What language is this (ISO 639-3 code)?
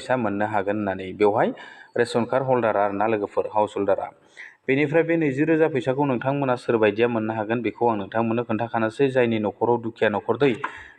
brx